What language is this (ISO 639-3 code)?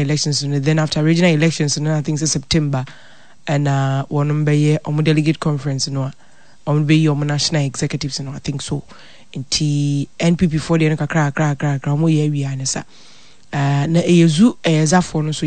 aka